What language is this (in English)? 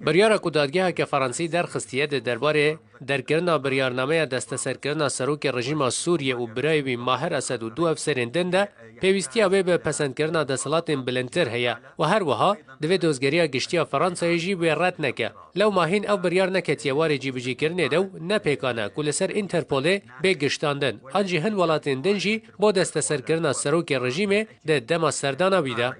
Kurdish